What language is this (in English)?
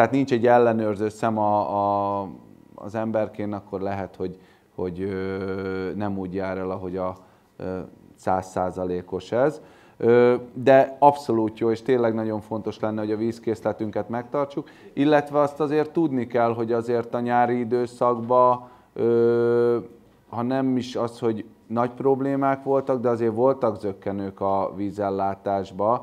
Hungarian